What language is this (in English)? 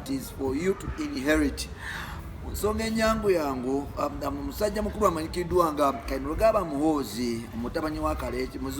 Ganda